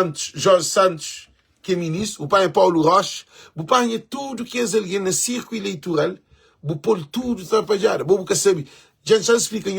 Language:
Kabuverdianu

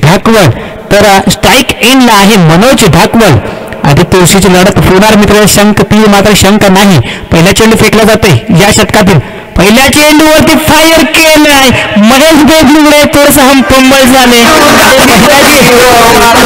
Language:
Marathi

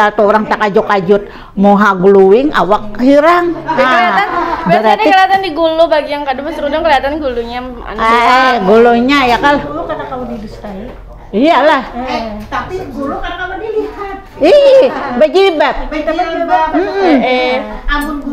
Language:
Banjar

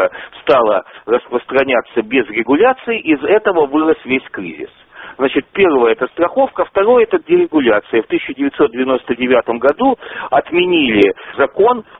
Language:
Russian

